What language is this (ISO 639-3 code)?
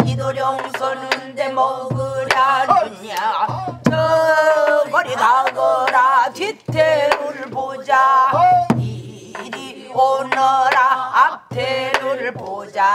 kor